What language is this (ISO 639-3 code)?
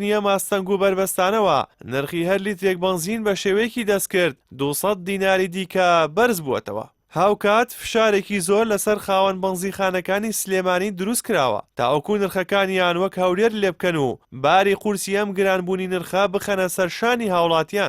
ckb